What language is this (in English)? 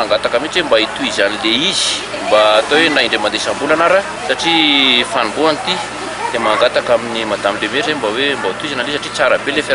Malagasy